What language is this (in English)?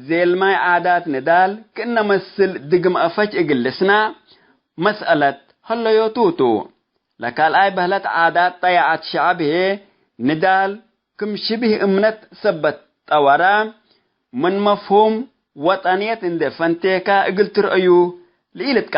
Tigre